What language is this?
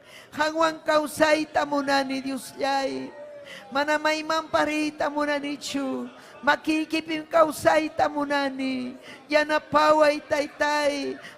Ayacucho Quechua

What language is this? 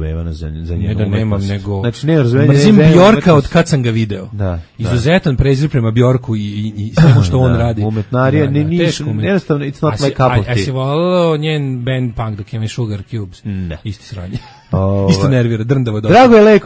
Serbian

